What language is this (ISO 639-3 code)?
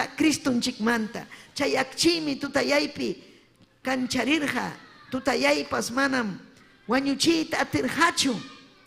quy